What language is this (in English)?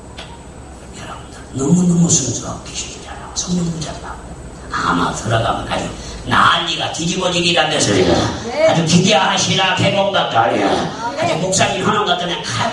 Korean